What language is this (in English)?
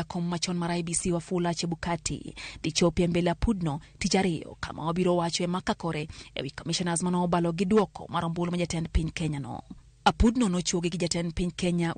Luo (Kenya and Tanzania)